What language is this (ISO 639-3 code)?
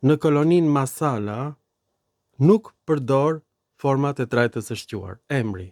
sqi